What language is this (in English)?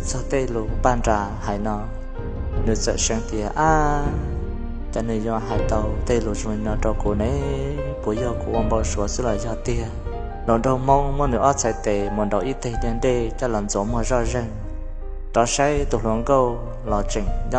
Hmong